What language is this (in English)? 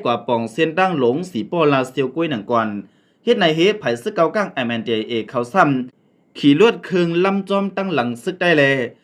Shan